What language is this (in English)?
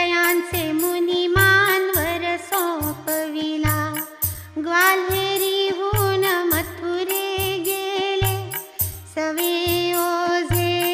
Marathi